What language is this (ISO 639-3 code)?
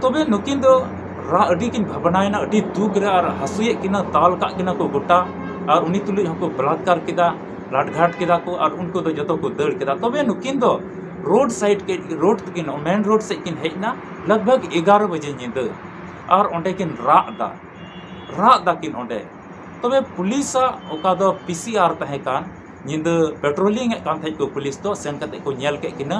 sat